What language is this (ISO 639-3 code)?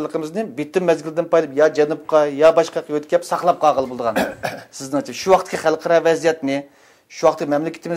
uig